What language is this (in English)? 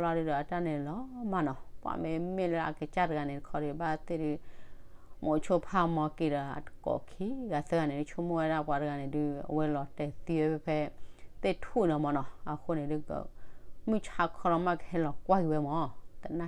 S'gaw Karen